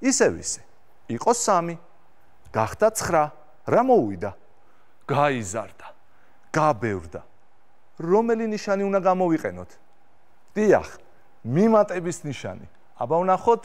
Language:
Georgian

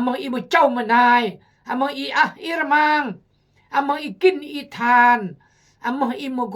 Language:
Khmu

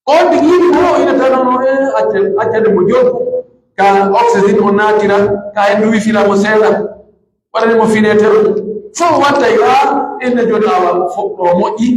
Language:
Pular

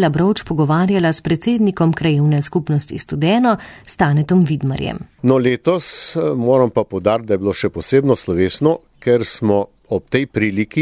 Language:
Slovenian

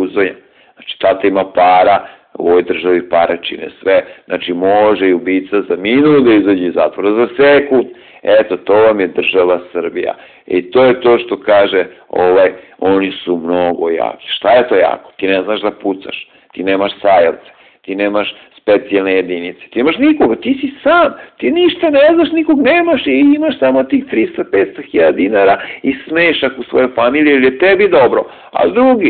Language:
Serbian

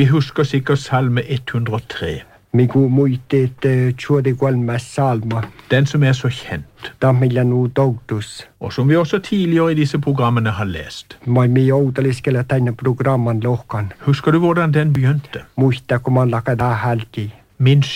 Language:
Norwegian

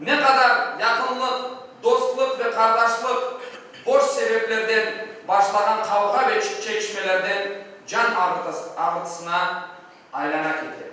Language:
Crimean Tatar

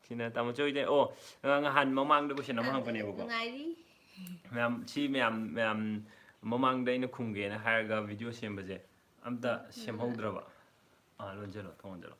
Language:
Manipuri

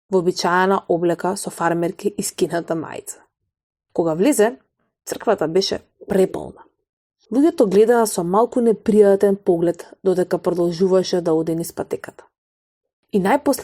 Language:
Macedonian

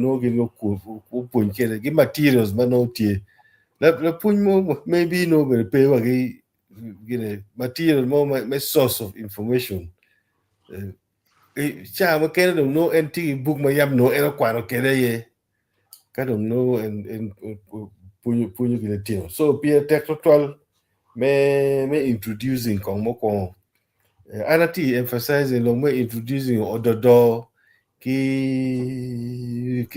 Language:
Acoli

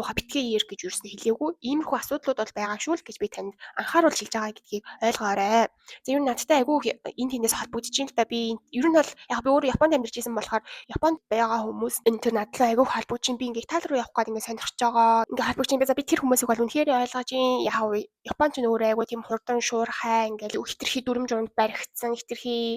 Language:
Mongolian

